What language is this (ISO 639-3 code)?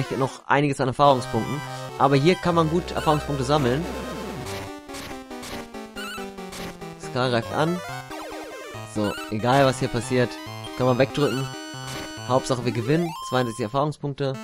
deu